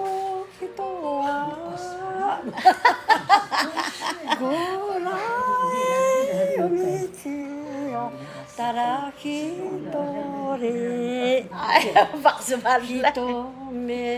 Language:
Atayal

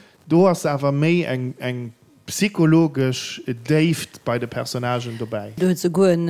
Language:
Luxembourgish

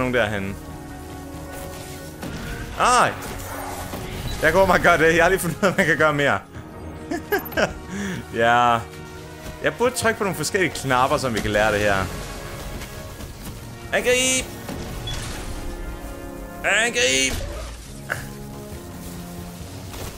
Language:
Danish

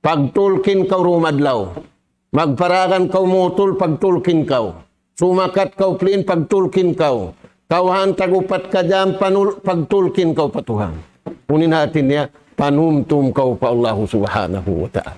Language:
Tausug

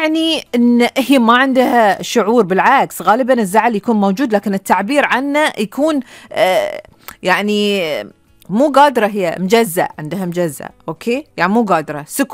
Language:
Gulf Arabic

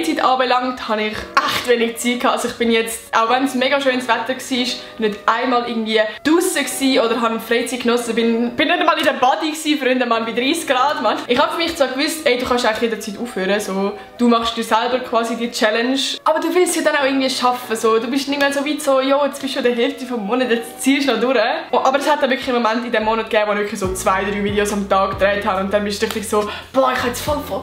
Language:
Swiss German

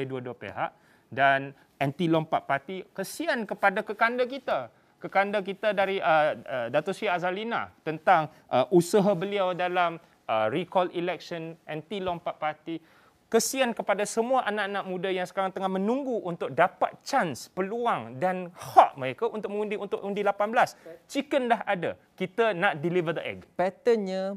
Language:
Malay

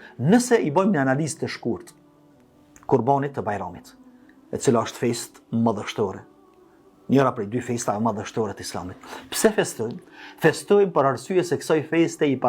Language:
Albanian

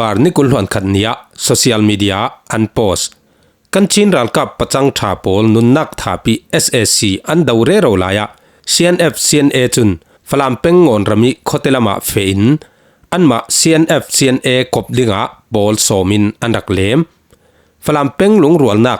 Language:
Falam Chin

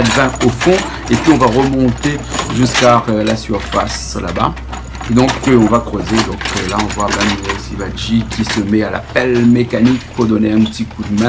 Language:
Réunion Creole French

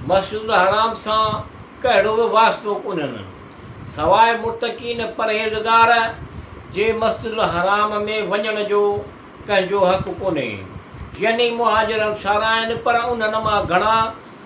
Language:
Sindhi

